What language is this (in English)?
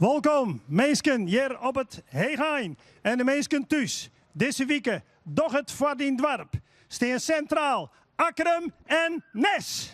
Western Frisian